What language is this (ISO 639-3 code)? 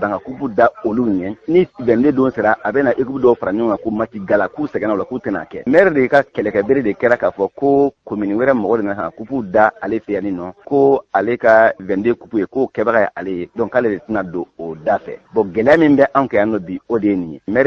bam